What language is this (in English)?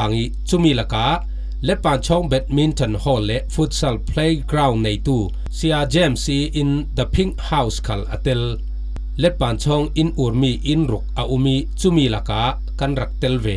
Falam Chin